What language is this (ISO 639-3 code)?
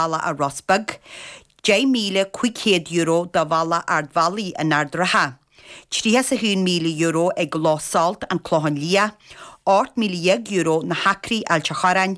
gle